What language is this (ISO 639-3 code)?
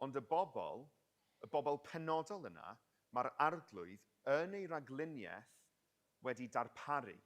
cym